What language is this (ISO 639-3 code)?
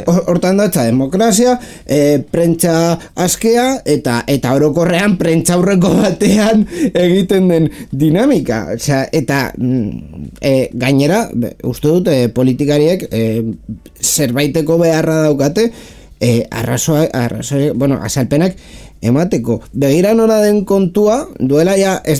eus